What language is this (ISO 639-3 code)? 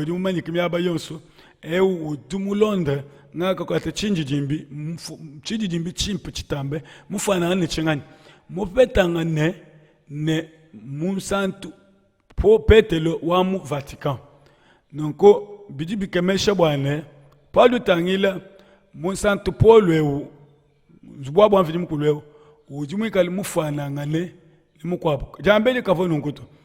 lua